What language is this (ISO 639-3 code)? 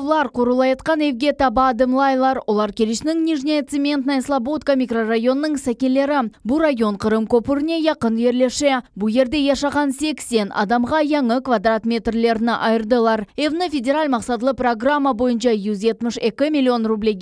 crh